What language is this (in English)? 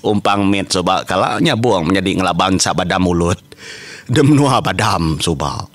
Iban